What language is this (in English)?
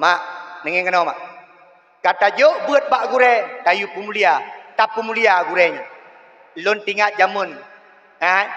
Achinese